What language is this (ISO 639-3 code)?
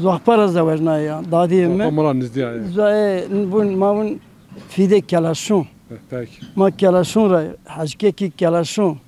zza